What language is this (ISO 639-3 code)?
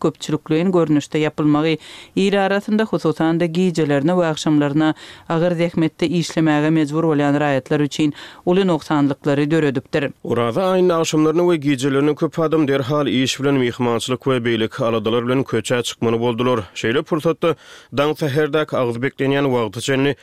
tuk